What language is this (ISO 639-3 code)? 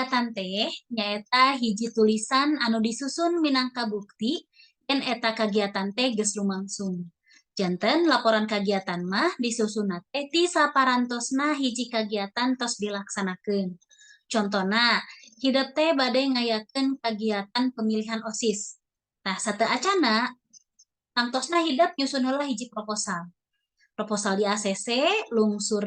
sun